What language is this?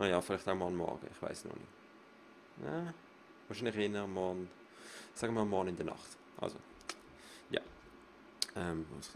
Swiss German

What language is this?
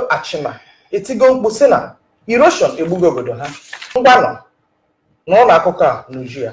Igbo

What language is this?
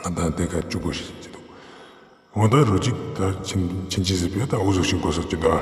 Ladakhi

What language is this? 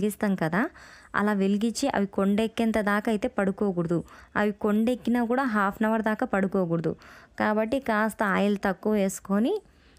Telugu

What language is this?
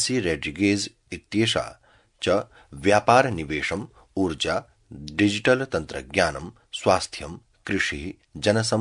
Sanskrit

